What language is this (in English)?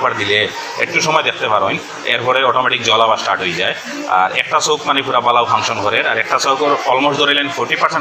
Sylheti